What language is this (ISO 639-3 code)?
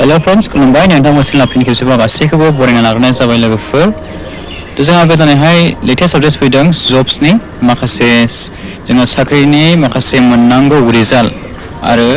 brx